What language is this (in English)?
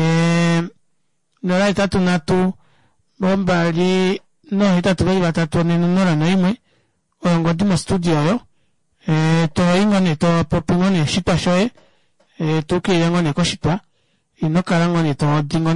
Kuanyama